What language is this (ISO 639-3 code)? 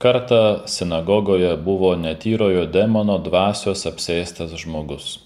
lit